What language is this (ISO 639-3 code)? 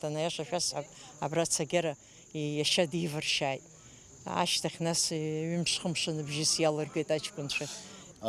abk